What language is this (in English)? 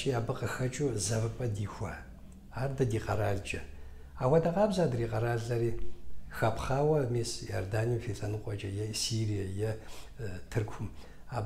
Kabardian